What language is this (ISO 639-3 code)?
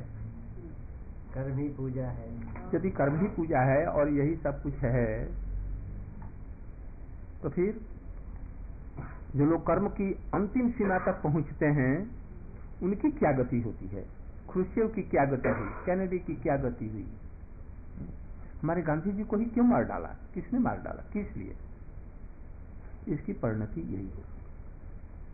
hin